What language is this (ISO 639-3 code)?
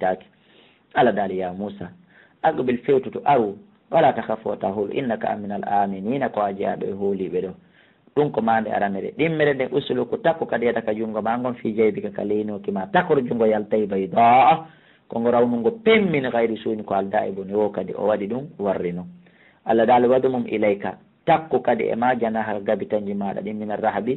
ful